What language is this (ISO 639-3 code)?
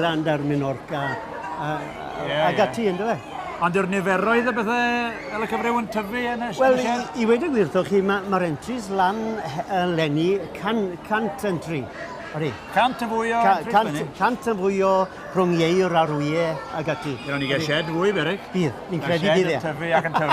cym